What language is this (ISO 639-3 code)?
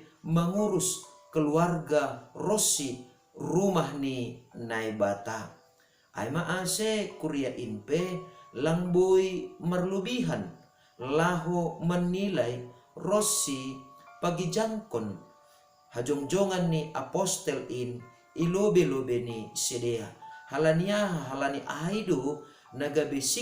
bts